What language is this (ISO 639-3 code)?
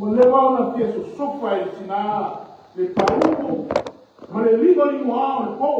smo